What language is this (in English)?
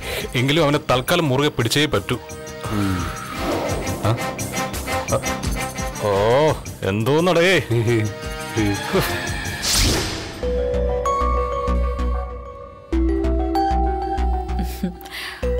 Malayalam